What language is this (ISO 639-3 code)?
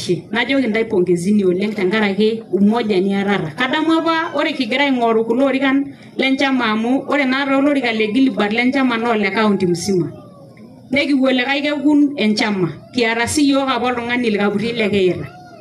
mas